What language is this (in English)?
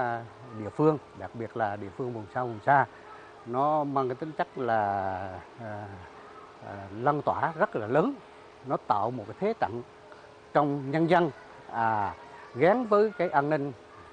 Vietnamese